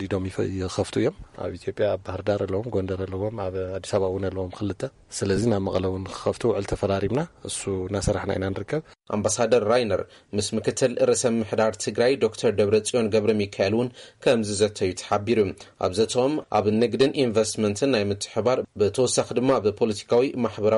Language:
Tigrinya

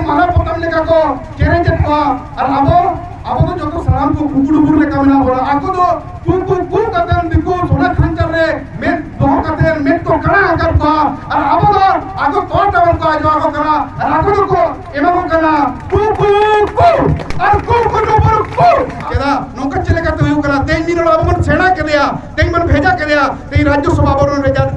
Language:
Santali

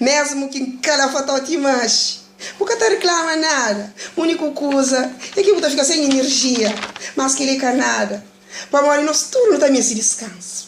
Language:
Kabuverdianu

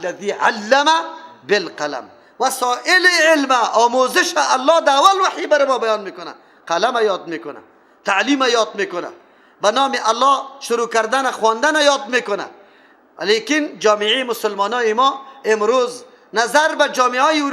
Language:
Persian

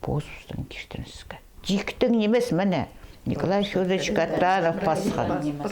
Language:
Khakas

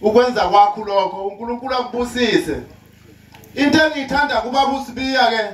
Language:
Zulu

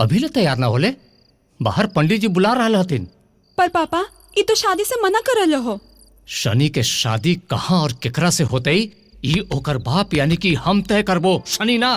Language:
Magahi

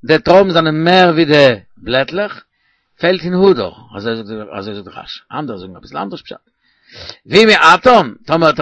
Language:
Yiddish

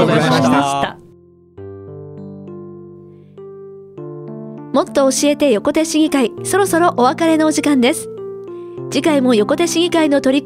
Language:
Japanese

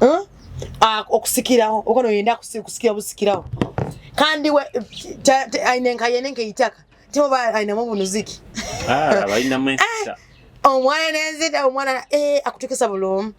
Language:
Nyoro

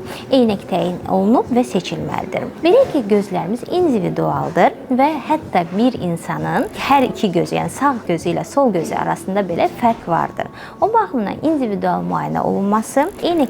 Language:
Azerbaijani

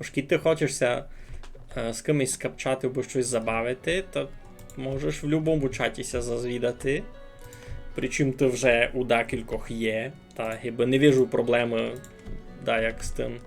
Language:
Rusyn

